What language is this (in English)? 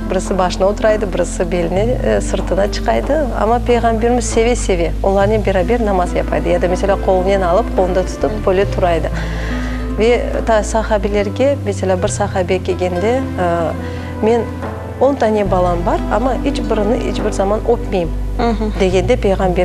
Crimean Tatar